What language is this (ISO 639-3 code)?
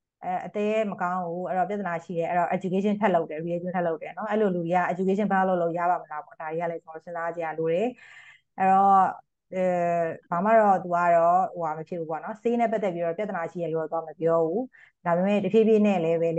mya